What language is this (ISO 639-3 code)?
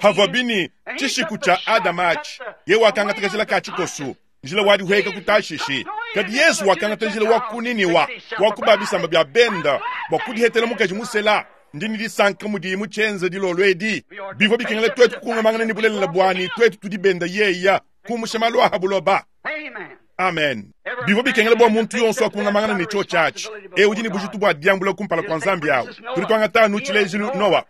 lua